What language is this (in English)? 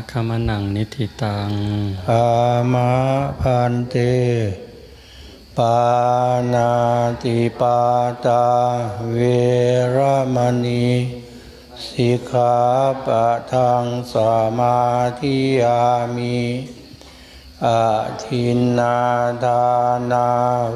Thai